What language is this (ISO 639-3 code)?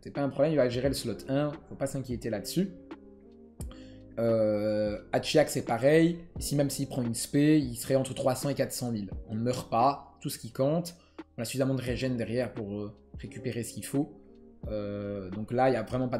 fra